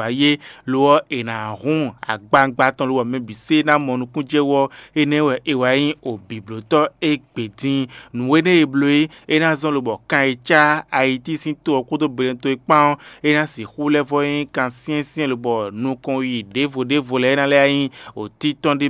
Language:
Fon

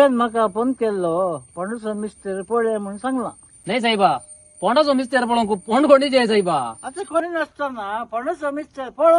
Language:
Konkani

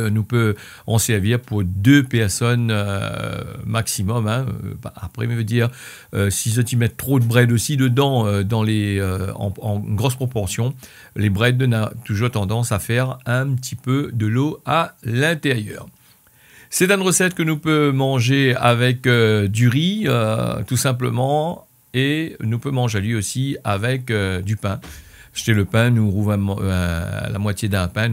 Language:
Réunion Creole French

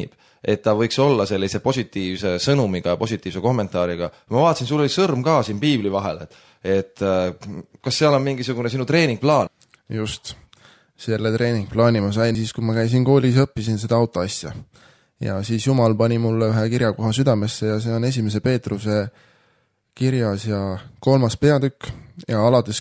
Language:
Estonian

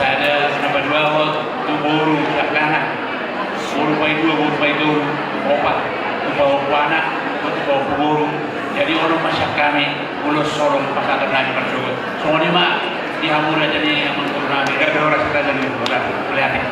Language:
Batak Toba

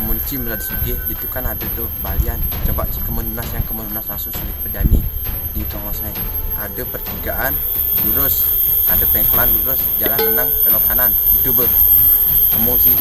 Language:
Balinese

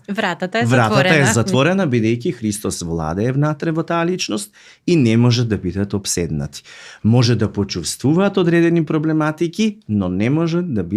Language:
Macedonian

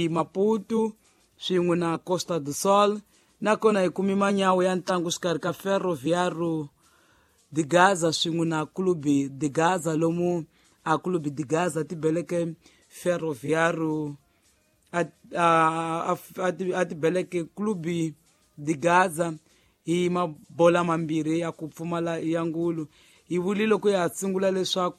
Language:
Tsonga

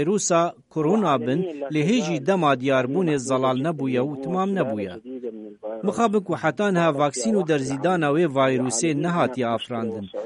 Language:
Kurdish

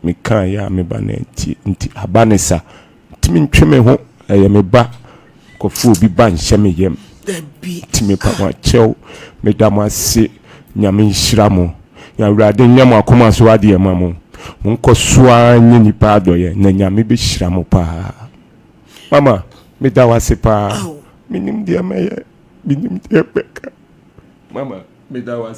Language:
Akan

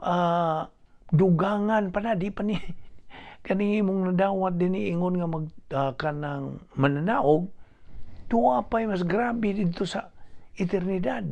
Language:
Cebuano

